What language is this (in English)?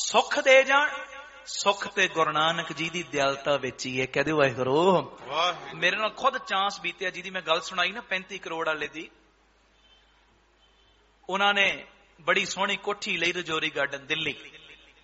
Punjabi